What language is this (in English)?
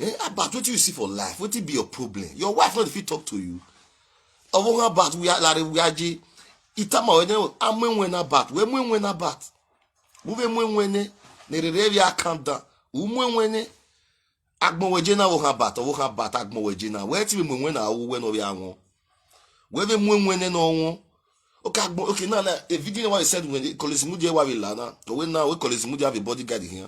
Nigerian Pidgin